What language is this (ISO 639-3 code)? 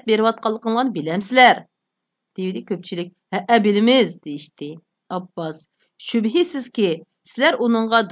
uig